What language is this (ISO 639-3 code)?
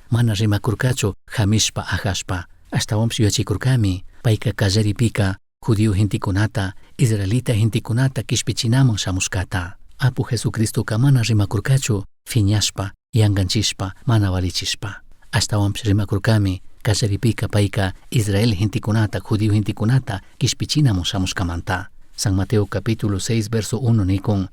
qug